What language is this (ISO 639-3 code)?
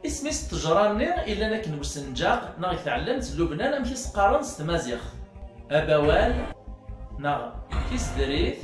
kab